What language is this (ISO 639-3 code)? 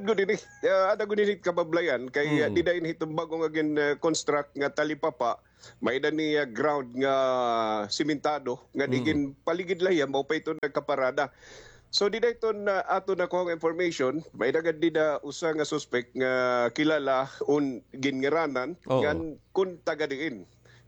war